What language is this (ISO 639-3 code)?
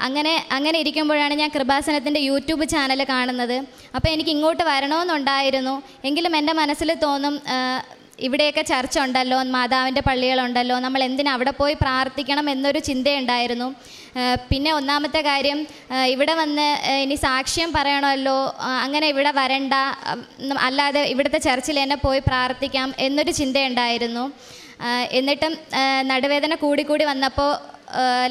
mal